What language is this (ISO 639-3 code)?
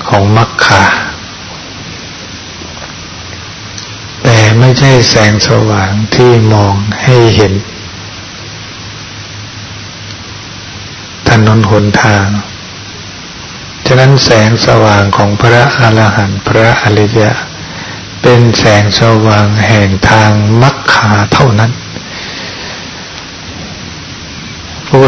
tha